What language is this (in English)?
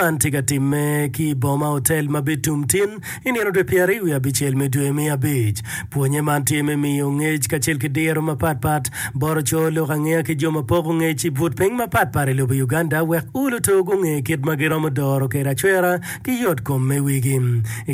Acoli